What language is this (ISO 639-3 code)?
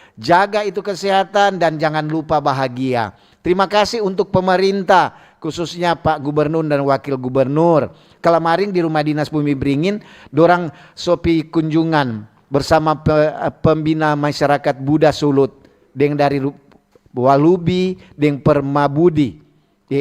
xmm